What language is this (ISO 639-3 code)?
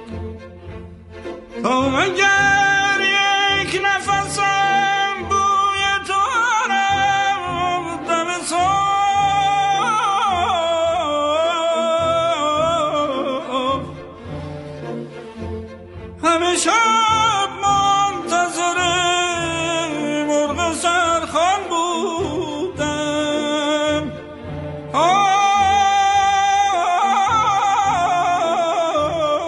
fas